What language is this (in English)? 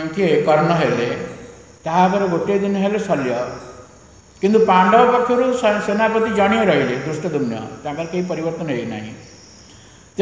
Odia